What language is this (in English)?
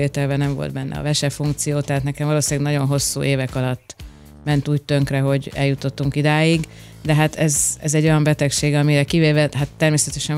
Hungarian